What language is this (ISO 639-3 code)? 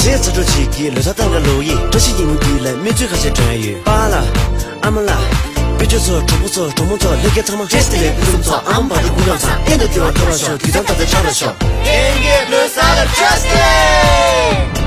bod